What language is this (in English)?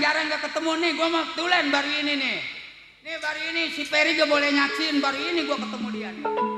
Betawi